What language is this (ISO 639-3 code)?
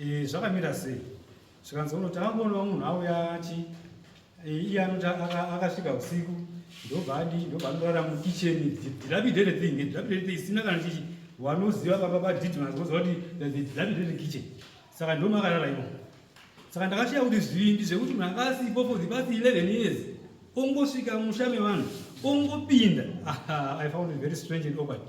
sna